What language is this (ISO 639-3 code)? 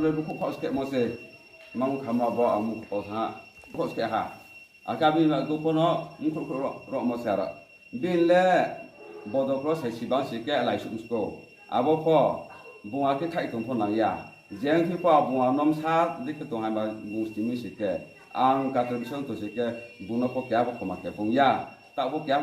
ria